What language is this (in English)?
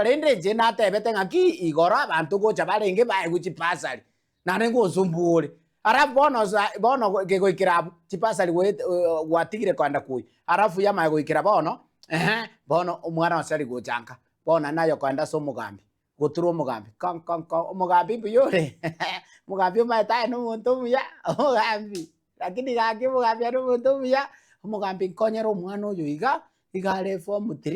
Gusii